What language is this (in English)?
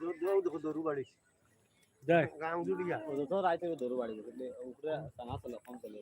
Sylheti